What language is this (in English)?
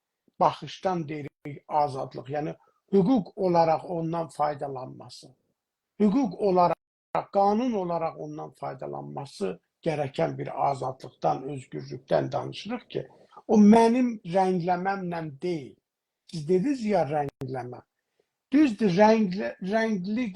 South Azerbaijani